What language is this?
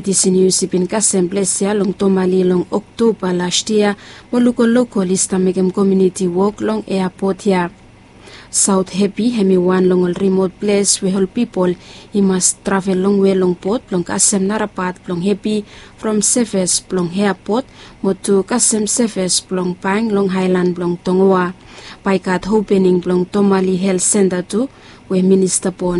Bislama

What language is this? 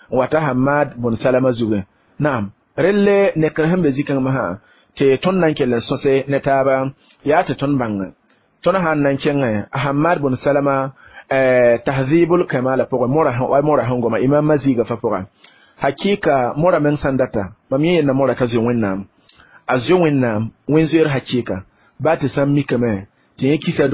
Mossi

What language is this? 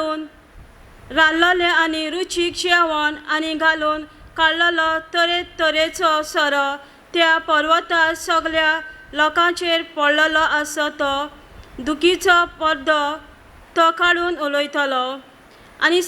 Konkani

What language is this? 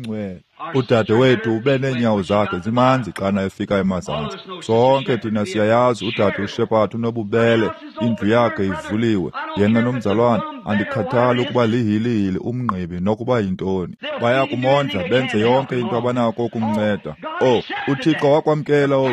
Xhosa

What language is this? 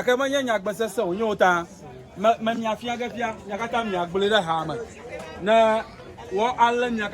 Ewe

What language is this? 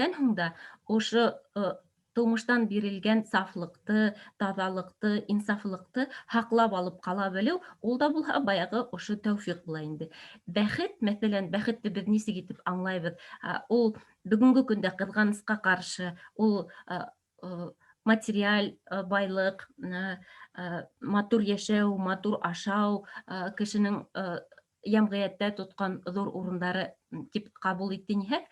Bashkir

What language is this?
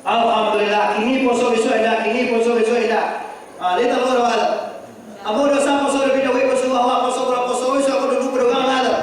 Minangkabau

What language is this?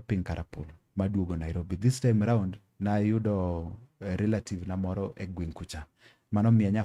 Luo (Kenya and Tanzania)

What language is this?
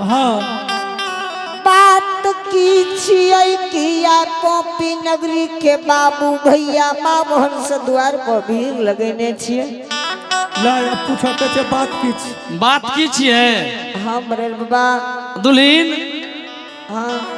Angika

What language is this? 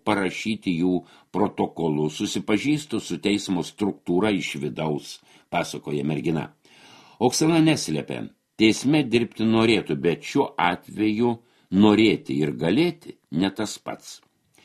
Lithuanian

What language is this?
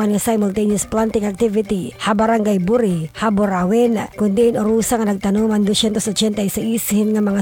Waray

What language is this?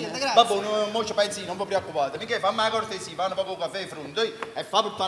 Neapolitan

